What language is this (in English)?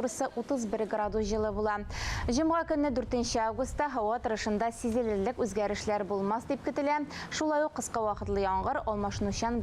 Tatar